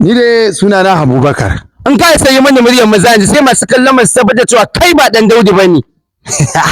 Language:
Hausa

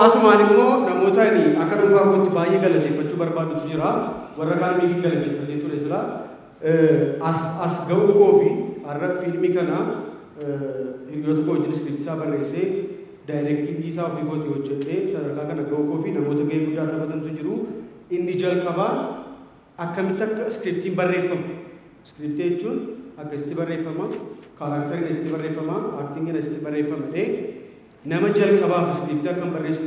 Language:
Oromo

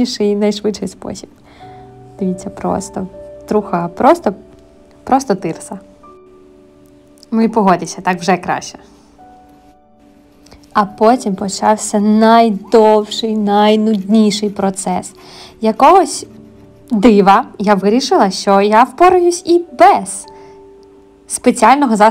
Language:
Ukrainian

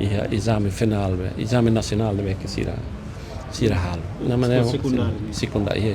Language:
Tetum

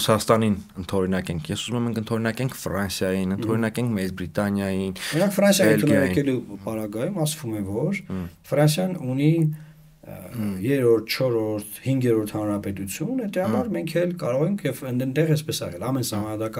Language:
Armenian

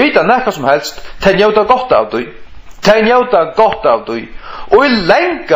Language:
Faroese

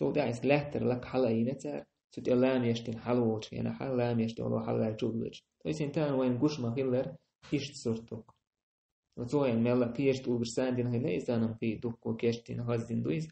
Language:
Chechen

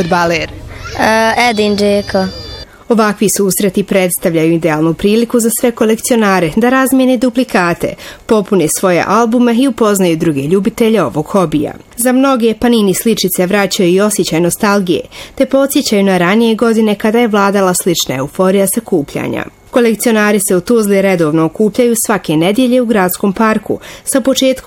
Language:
Bosnian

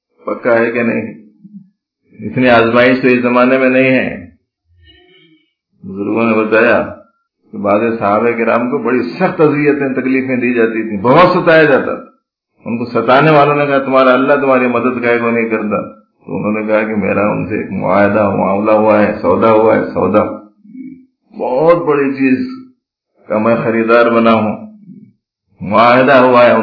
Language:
Urdu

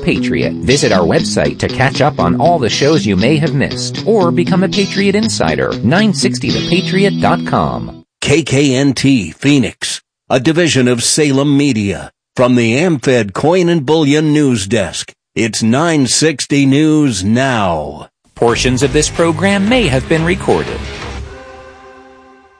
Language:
English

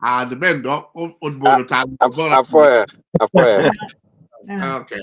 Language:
Acoli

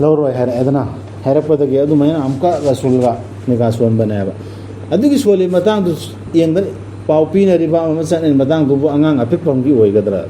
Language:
Manipuri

